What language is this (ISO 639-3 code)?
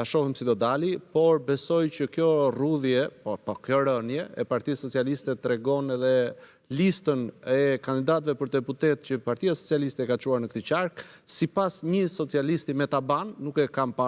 sqi